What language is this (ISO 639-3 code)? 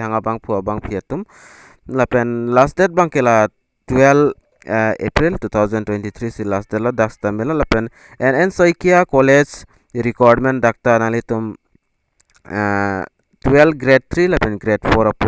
mjw